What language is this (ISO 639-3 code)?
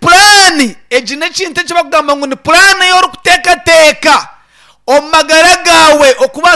nyn